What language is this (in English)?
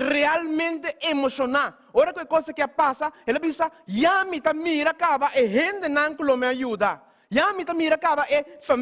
Papiamento